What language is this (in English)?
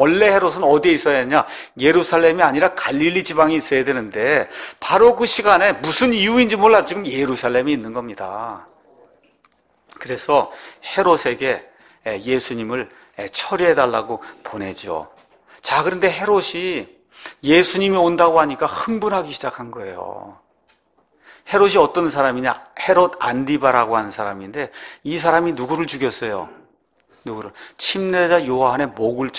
Korean